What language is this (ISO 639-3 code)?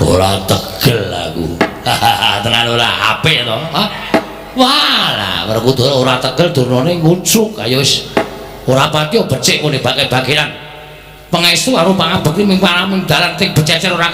jav